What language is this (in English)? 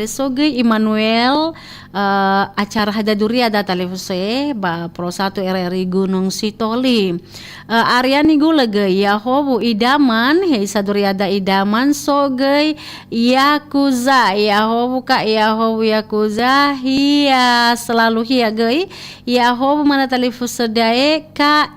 Nias